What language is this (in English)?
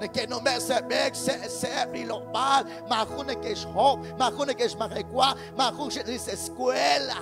Kekchí